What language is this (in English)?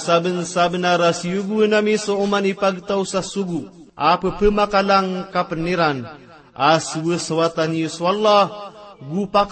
Maranao